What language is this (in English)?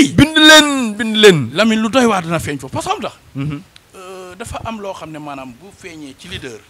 Wolof